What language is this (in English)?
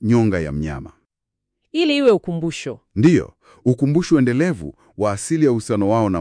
Swahili